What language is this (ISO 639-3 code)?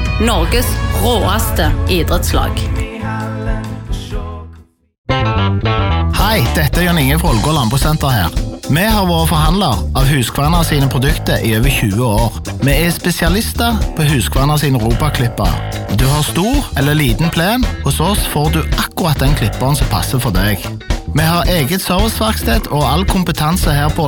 nor